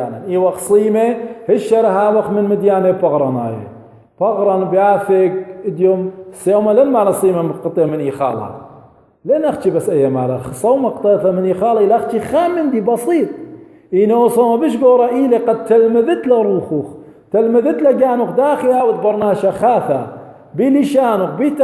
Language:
Assyrian Neo-Aramaic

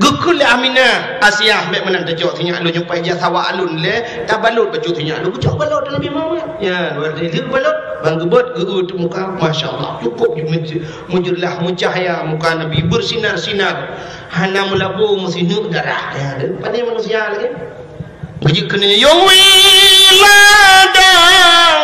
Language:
Achinese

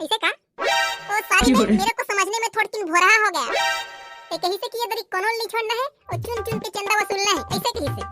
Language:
Chhattisgarhi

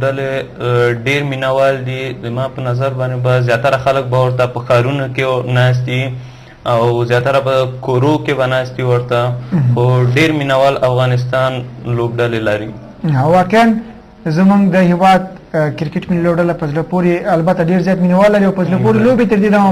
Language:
Pashto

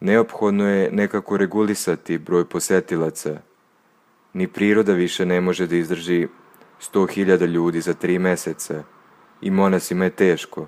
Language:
Serbian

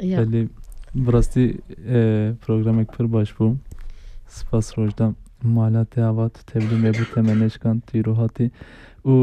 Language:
Kurdish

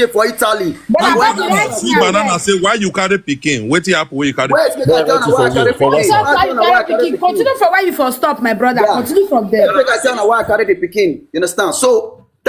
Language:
Nigerian Pidgin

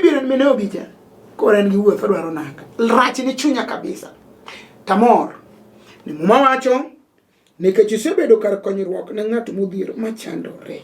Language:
Luo (Kenya and Tanzania)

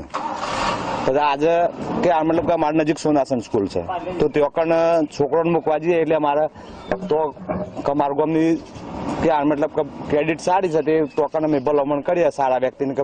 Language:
Gujarati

